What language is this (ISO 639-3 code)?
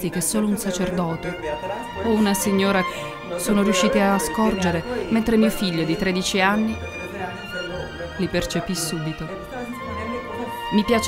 ita